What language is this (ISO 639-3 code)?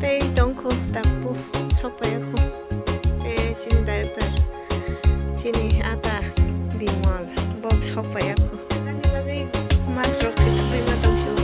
trp